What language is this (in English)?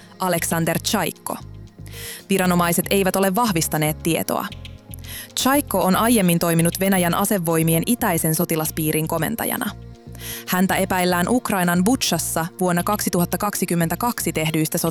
Finnish